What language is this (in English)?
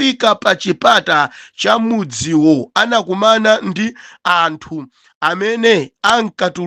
Nyanja